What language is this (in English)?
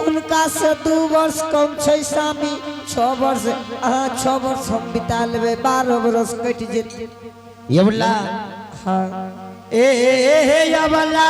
Angika